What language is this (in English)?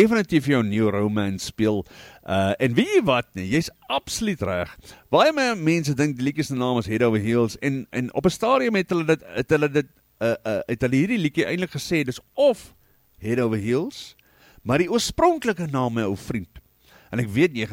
Afrikaans